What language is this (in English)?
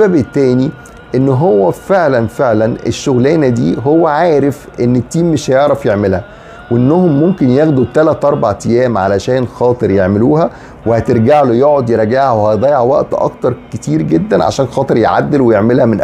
Egyptian Arabic